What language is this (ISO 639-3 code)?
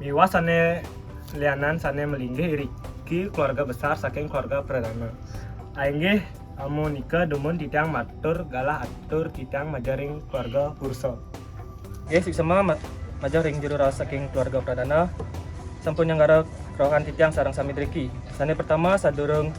ban